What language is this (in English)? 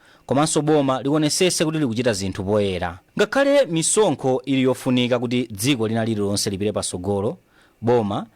Nyanja